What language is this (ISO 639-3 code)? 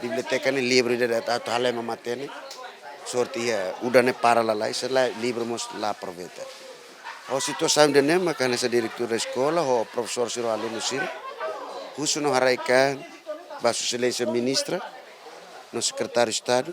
tet